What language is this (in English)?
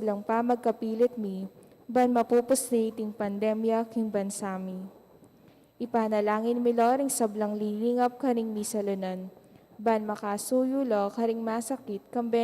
Pampanga